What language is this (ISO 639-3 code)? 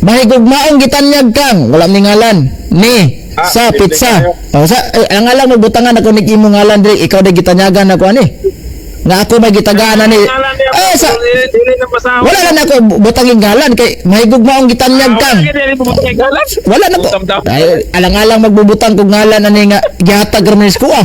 ceb